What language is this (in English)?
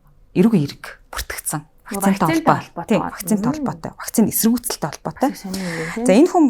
Mongolian